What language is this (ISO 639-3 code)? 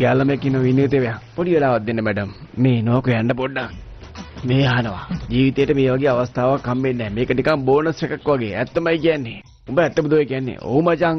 sin